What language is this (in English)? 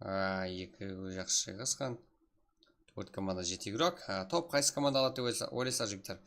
Kara-Kalpak